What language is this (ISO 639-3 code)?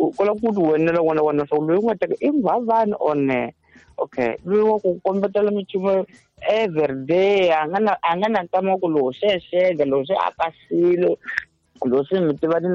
tso